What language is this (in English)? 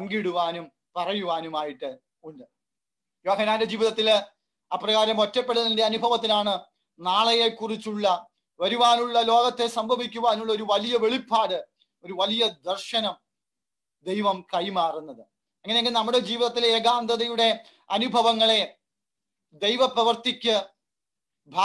Malayalam